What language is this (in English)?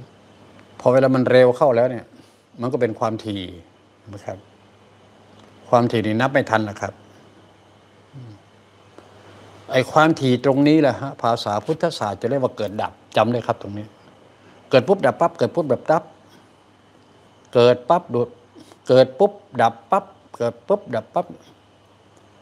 Thai